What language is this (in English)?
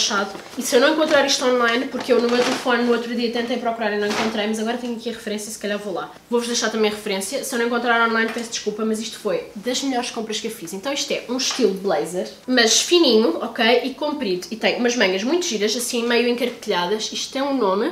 Portuguese